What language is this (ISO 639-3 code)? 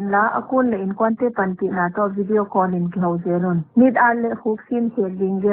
pck